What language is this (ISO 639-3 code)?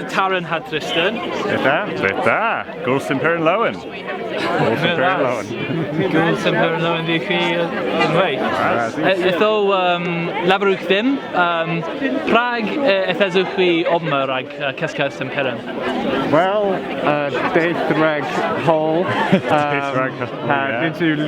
cor